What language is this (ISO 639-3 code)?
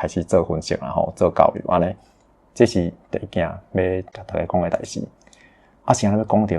nan